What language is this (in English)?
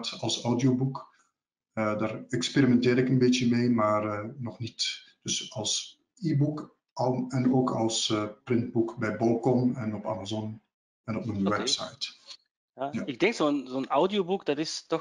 Dutch